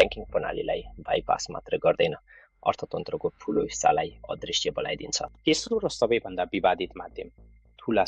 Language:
Nepali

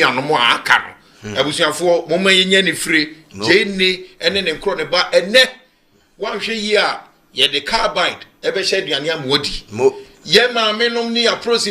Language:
Akan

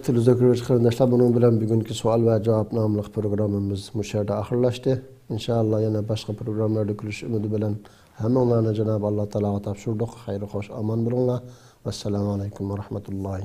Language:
Uyghur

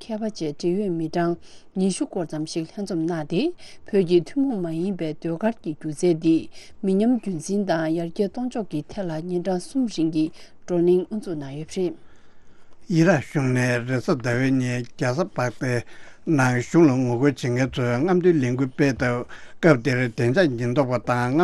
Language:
Tibetan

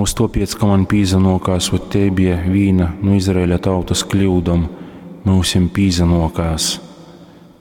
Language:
Latgalian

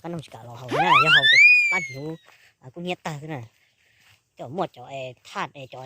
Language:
Hmong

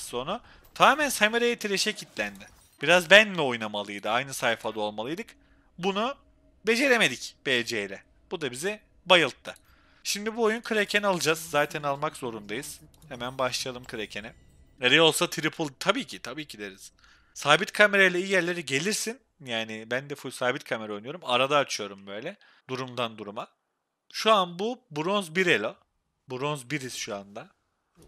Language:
Turkish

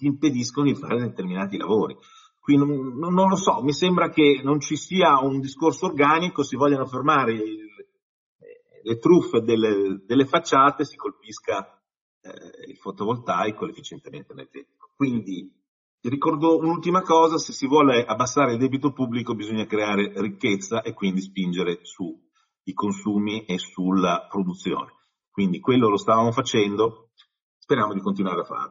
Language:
Italian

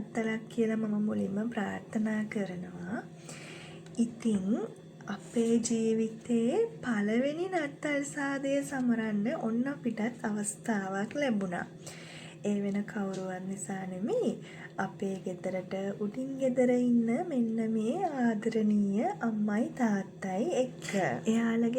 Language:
Sinhala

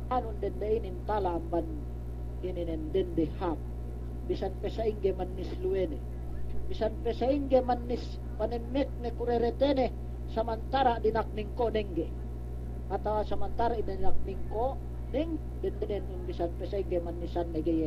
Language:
Yakan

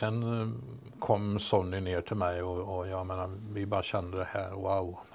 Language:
Swedish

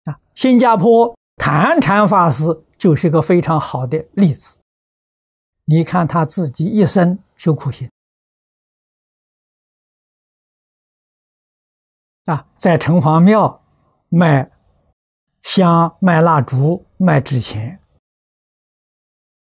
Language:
Chinese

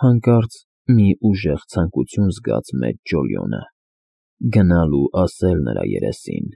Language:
Armenian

